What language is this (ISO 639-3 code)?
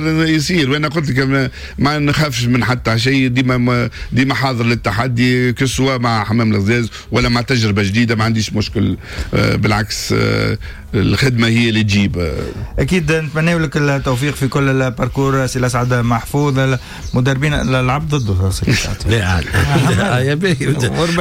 aeb